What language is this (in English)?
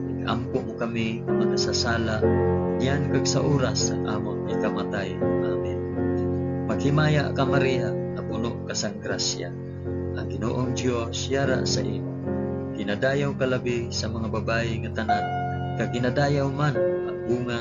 Hiligaynon